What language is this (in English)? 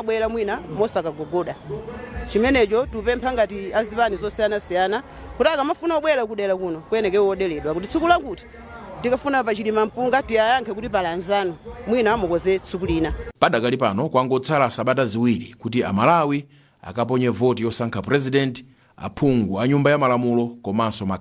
Nyanja